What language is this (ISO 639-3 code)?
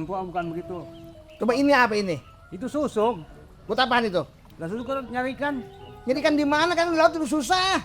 bew